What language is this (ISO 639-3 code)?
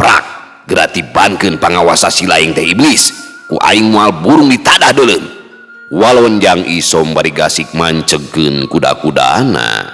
sun